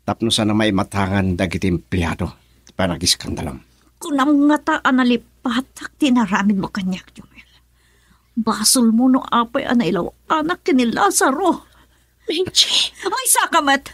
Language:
Iloko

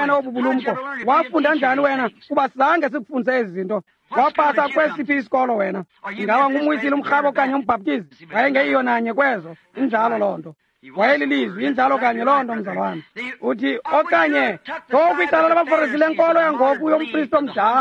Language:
Xhosa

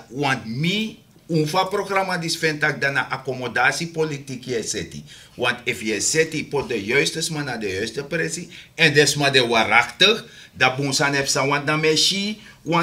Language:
Sranan Tongo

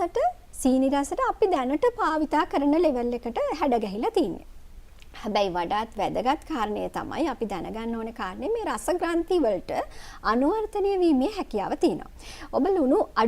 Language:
Sinhala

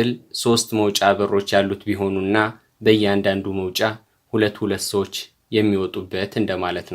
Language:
Amharic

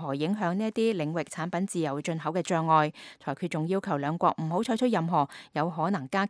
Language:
Cantonese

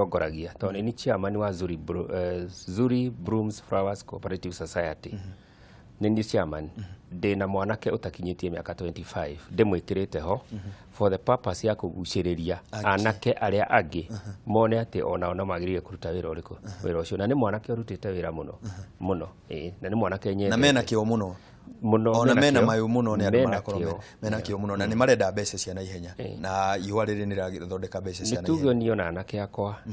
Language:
Kikuyu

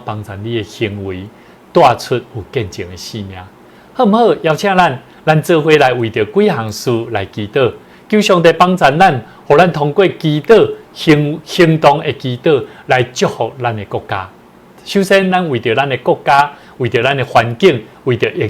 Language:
Min Nan Chinese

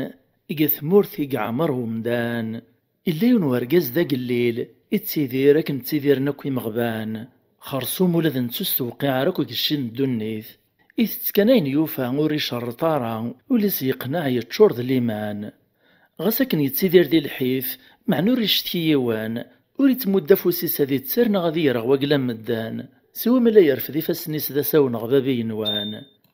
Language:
Kabyle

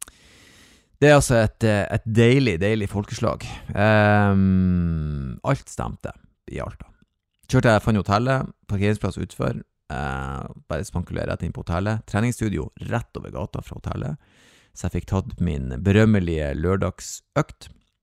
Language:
Norwegian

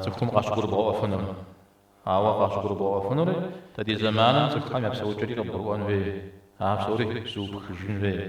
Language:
Kabardian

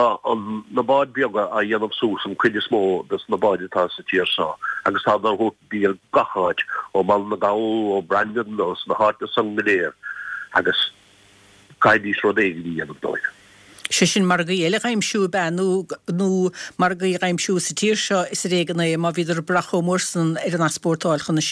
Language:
Irish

